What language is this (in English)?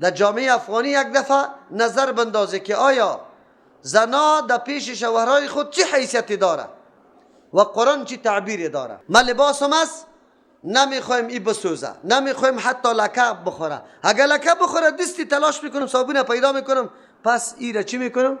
Persian